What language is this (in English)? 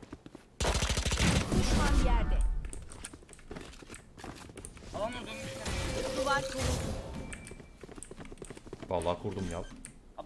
Turkish